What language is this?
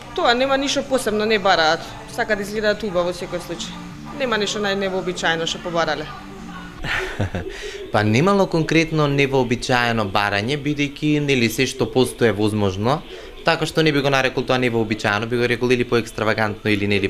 Macedonian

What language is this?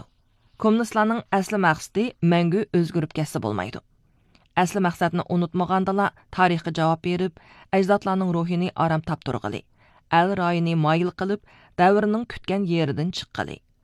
Uyghur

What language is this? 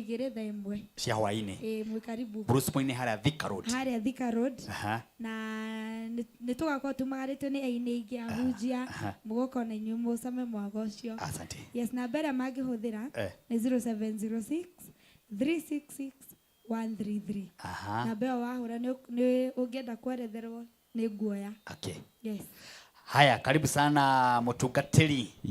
Kikuyu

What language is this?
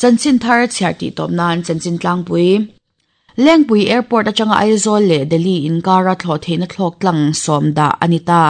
Mizo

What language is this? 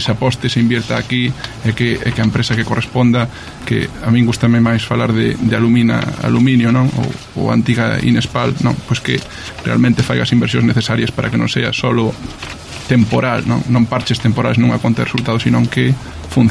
Galician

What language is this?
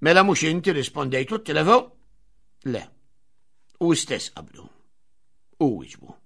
Maltese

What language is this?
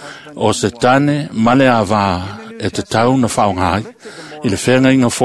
Samoan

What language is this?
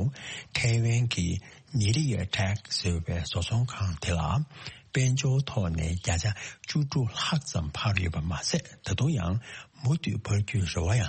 Tibetan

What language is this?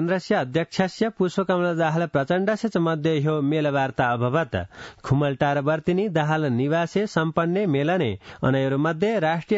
Sanskrit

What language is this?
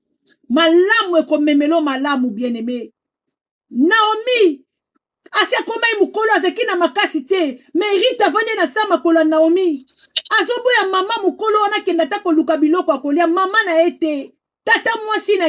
Lingala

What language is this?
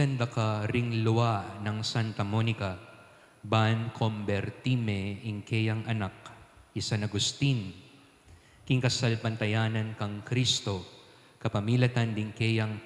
Pampanga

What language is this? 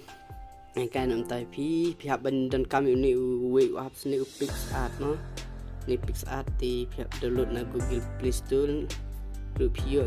Khasi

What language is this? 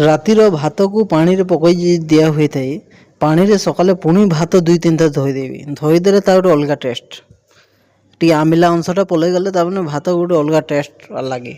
Odia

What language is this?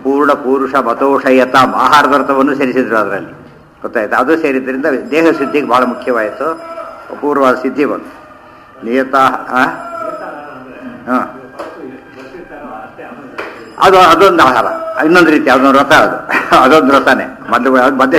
Kannada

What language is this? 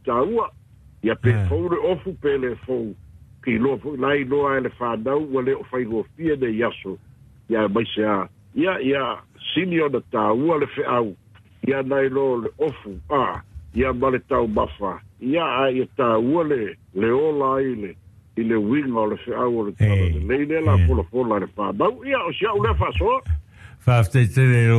Samoan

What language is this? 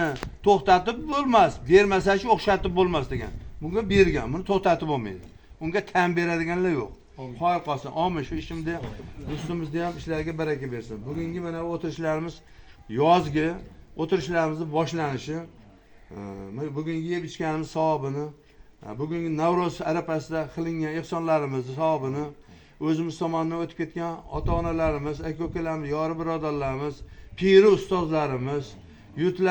Uzbek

